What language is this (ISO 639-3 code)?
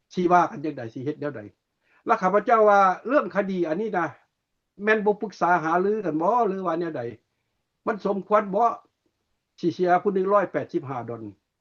lao